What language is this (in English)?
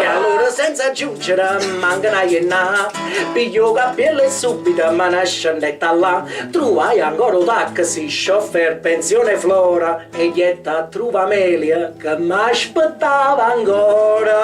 Neapolitan